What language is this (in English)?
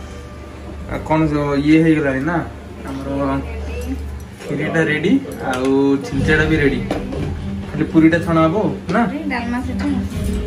Odia